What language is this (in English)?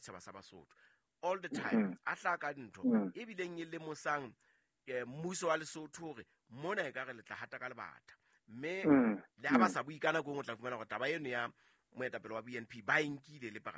Southern Sotho